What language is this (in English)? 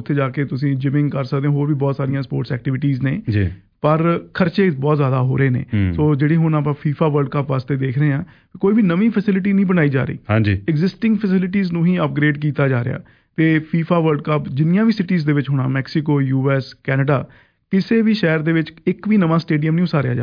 Punjabi